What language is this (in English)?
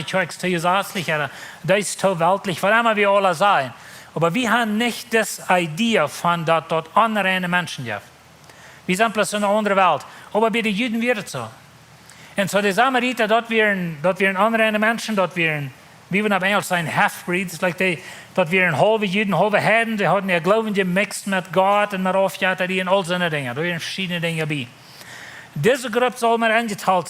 Plautdietsch